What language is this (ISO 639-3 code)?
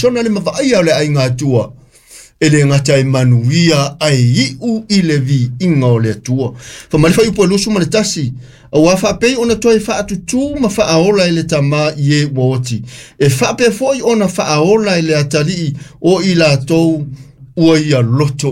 smo